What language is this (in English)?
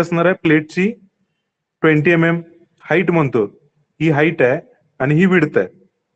Marathi